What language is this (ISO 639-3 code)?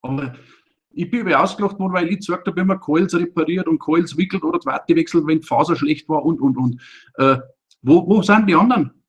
bar